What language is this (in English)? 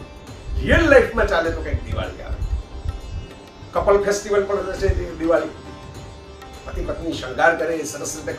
Gujarati